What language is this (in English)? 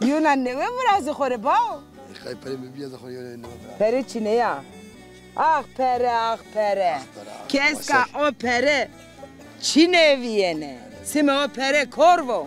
Zaza